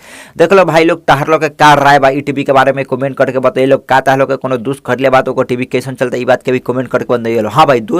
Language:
Bhojpuri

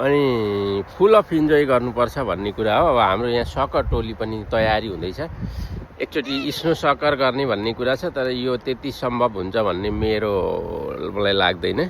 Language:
Nepali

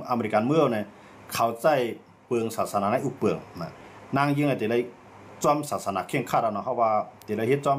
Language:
Shan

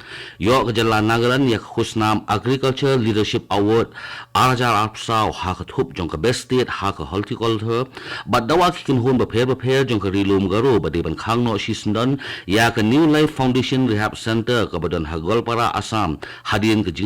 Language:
Khasi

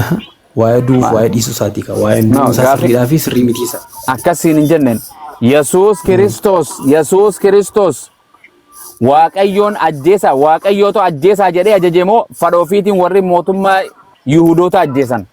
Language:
Oromo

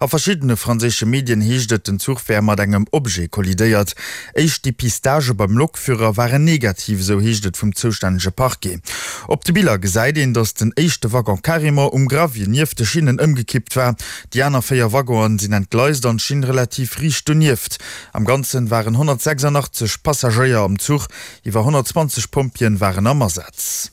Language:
Luxembourgish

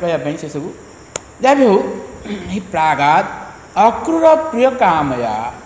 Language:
Odia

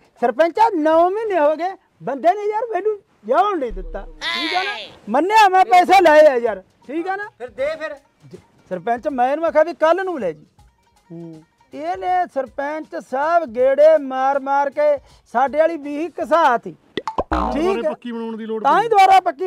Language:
Punjabi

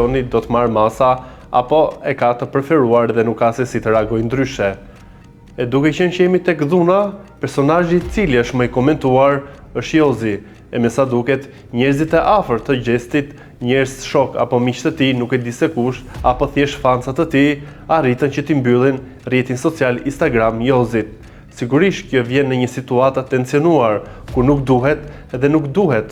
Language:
Albanian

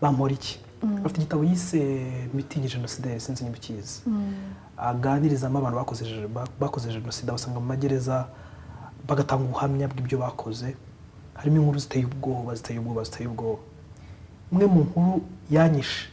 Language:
Kinyarwanda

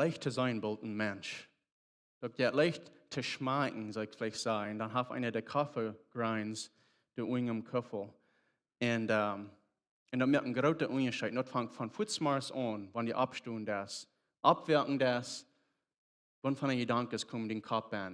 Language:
Plautdietsch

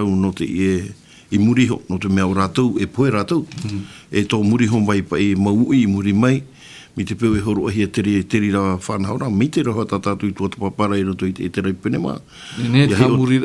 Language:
Tahitian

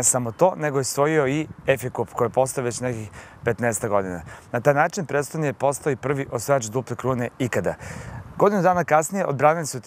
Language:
Serbian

